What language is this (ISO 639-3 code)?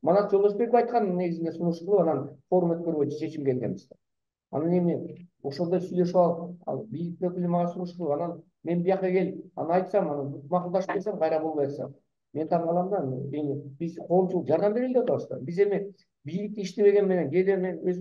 kir